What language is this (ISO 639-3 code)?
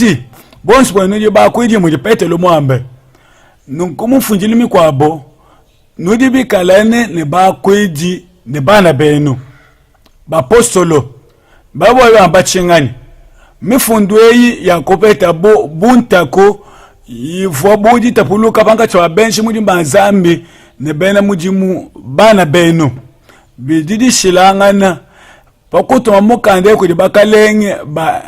lua